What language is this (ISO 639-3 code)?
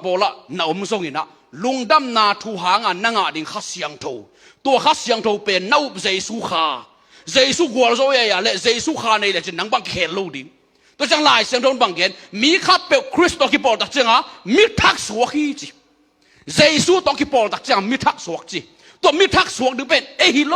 ctd